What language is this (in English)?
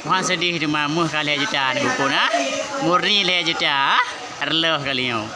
Achinese